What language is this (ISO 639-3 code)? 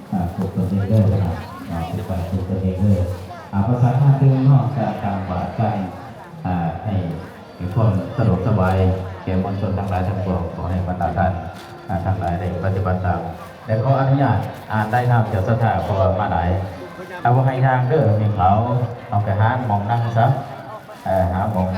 lao